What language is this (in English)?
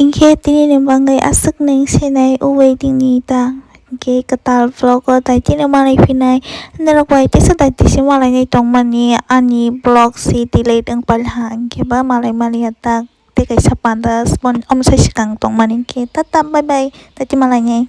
Kok Borok